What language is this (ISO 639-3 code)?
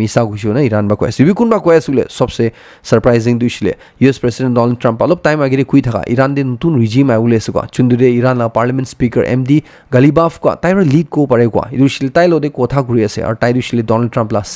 nag